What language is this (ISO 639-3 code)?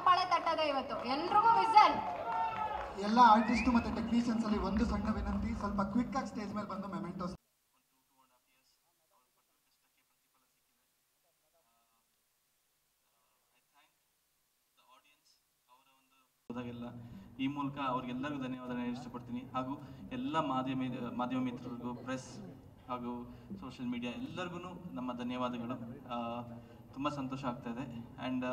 kan